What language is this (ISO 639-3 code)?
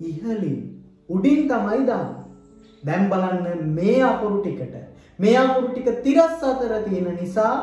sin